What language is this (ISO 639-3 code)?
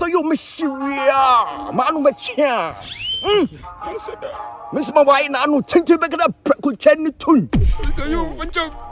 jam